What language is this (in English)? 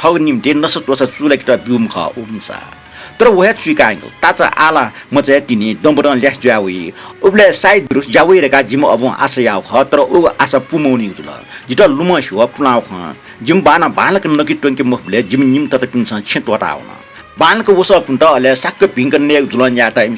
Newari